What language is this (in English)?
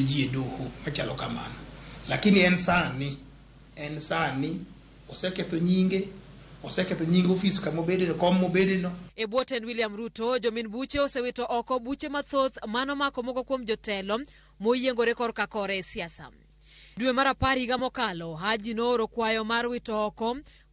Luo (Kenya and Tanzania)